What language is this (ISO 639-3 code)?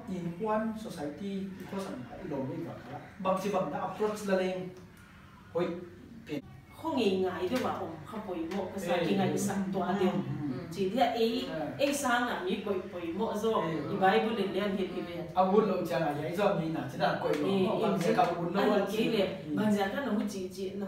pck